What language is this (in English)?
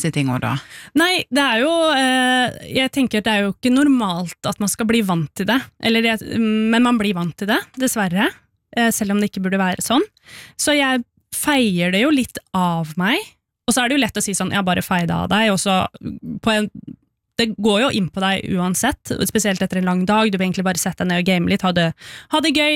Norwegian